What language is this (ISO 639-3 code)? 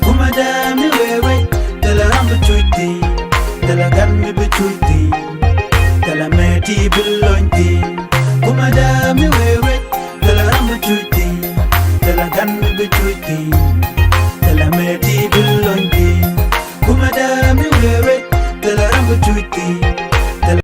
nus